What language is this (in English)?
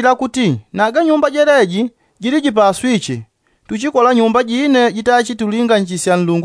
Yao